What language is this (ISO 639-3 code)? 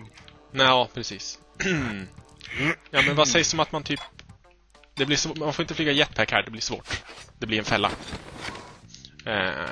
swe